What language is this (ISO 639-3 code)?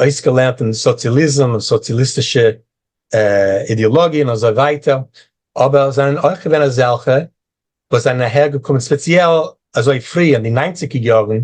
yid